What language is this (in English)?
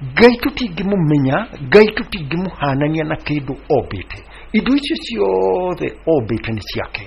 Kikuyu